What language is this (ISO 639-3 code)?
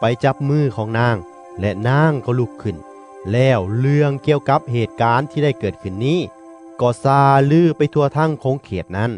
lao